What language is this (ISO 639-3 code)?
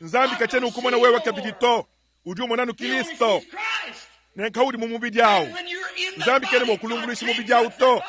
lua